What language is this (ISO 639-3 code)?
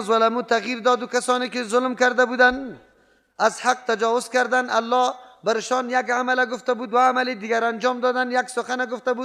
fas